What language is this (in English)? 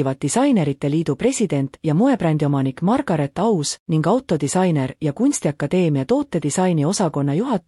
Estonian